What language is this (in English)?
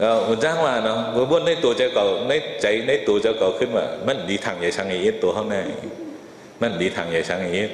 Shan